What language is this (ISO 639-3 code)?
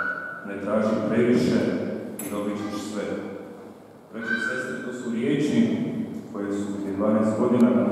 hrv